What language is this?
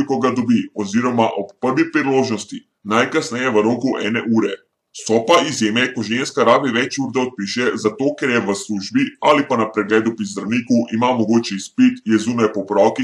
Slovenian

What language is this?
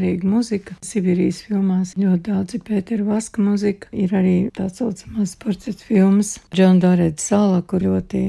Latvian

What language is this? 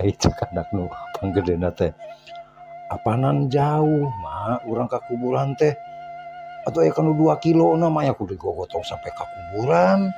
Sundanese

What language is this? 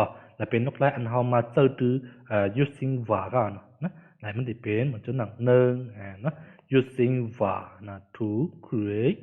Shan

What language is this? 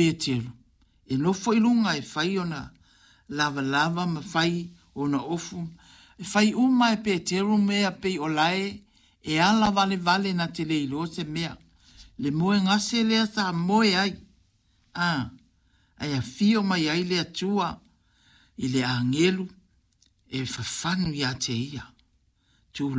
Samoan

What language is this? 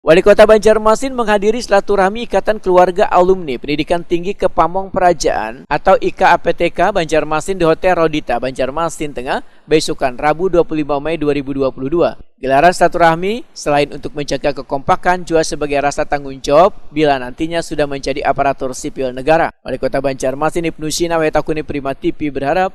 Banjar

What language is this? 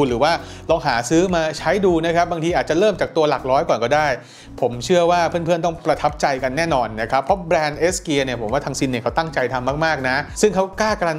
Thai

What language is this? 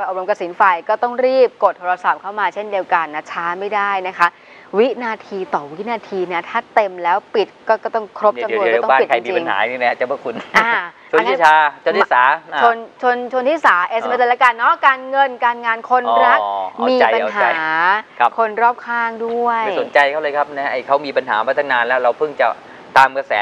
Thai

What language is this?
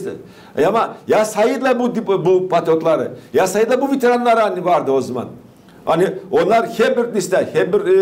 Gagauz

